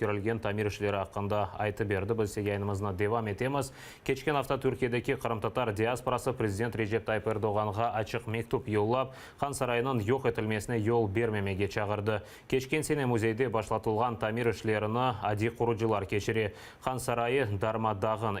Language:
Crimean Tatar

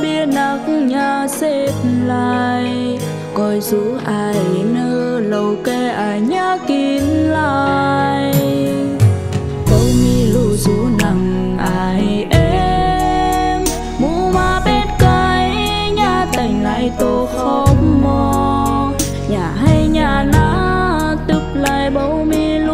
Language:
Vietnamese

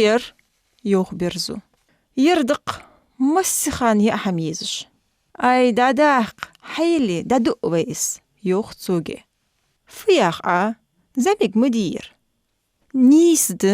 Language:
Ingush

